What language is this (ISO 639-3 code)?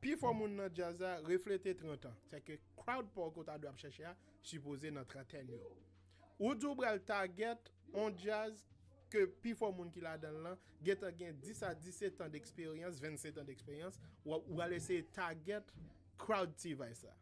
hat